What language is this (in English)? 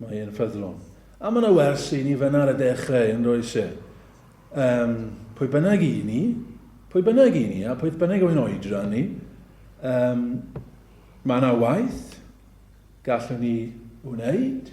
Welsh